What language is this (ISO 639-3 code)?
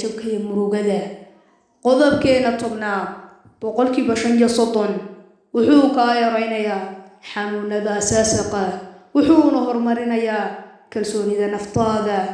som